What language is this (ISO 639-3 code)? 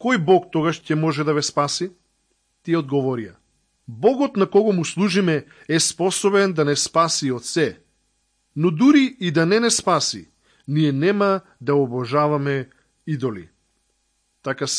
mkd